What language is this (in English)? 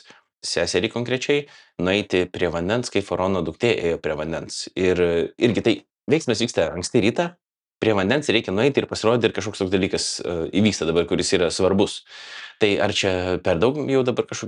Lithuanian